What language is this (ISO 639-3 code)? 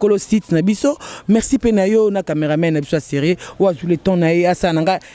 lin